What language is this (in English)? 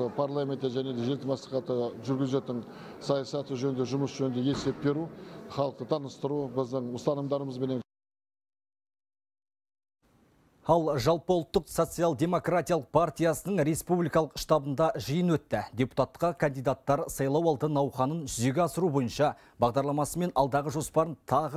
Kazakh